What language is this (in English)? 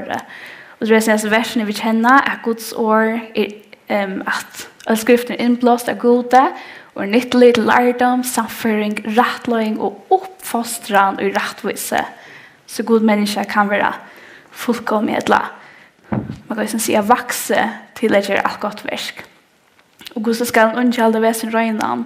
Faroese